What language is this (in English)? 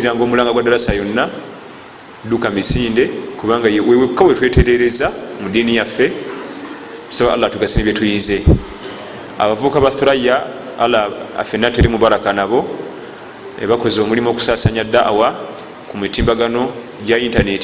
Ganda